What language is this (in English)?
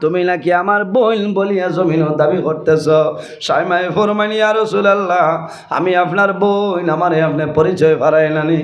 Sylheti